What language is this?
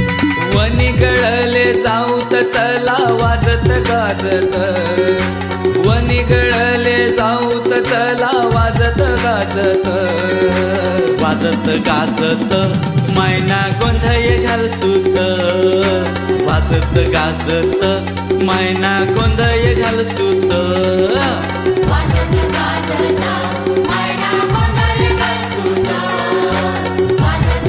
Marathi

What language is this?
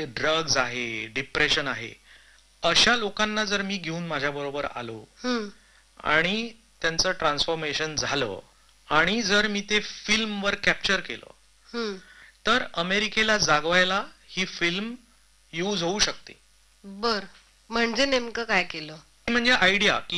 Marathi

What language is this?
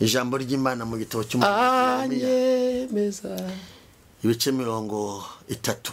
Kinyarwanda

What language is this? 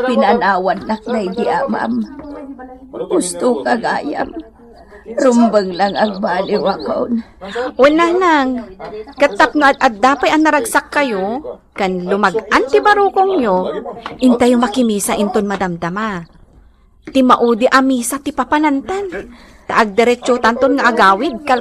Iloko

